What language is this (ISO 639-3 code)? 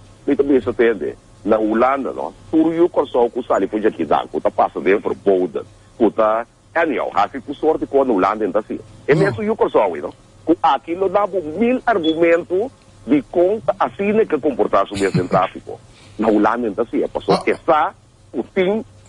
pap